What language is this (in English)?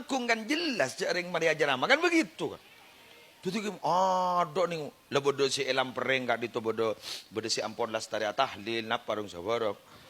Madurese